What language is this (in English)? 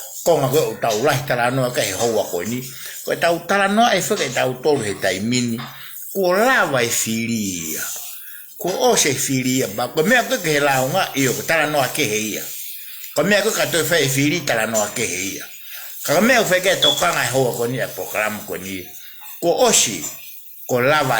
Tongan